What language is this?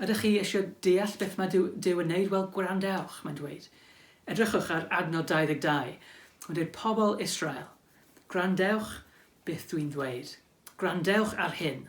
Welsh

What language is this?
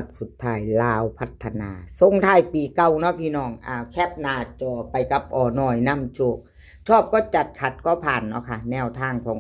Northeastern Thai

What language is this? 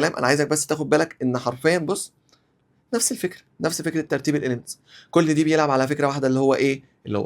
Egyptian Arabic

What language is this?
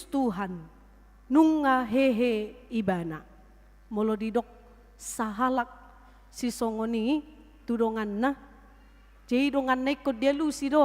Batak Toba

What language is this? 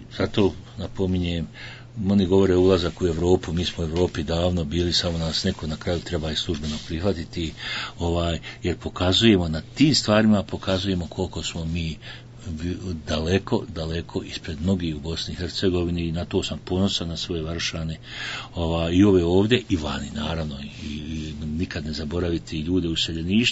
Bosnian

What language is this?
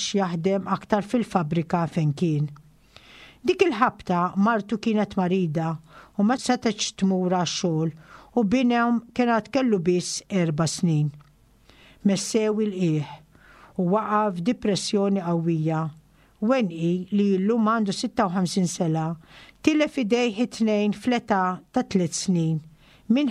Maltese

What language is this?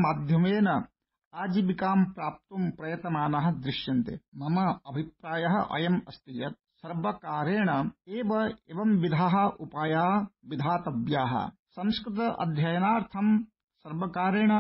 Sanskrit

